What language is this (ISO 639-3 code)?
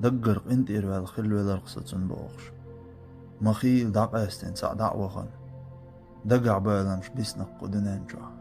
che